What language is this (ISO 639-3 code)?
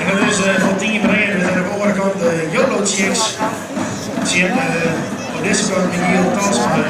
fry